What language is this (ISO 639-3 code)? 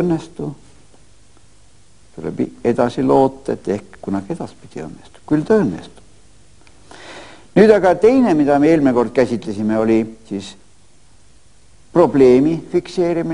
est